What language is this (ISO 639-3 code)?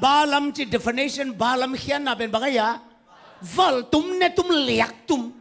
ctd